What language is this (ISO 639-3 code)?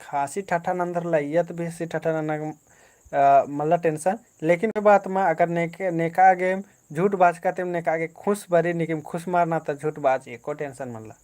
kru